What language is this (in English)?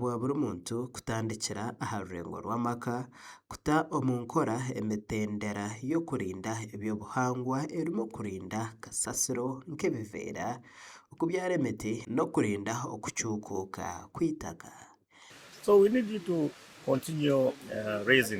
Nyankole